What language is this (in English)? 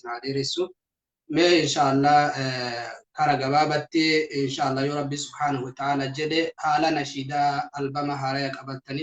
Oromo